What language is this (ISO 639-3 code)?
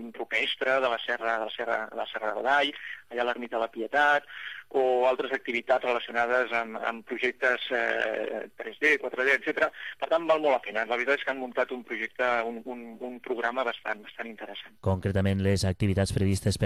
cat